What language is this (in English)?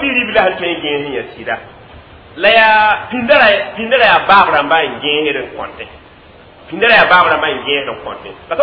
Mossi